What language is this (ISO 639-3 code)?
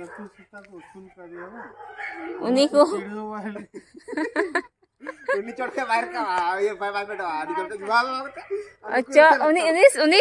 sat